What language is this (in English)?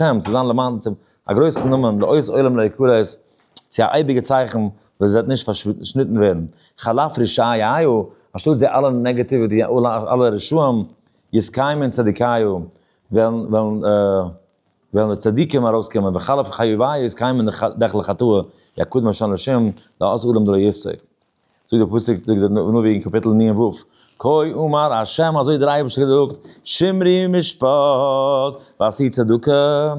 Yiddish